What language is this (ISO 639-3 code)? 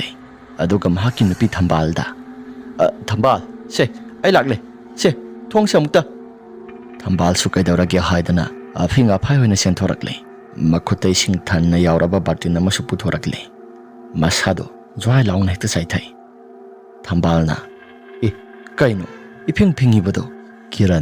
mni